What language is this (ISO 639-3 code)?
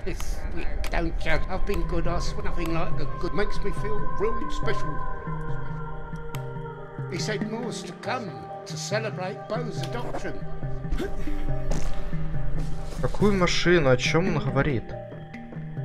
rus